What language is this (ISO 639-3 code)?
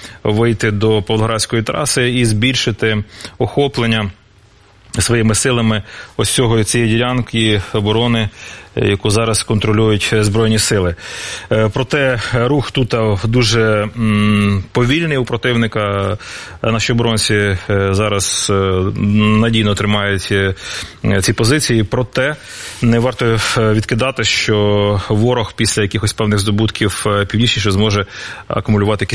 ukr